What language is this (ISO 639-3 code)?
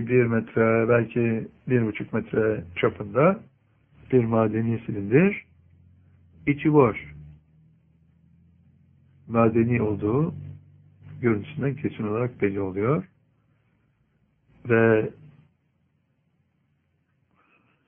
tur